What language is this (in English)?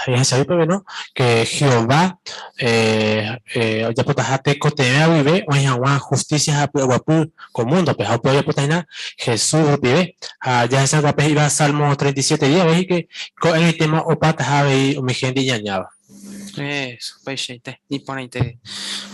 Guarani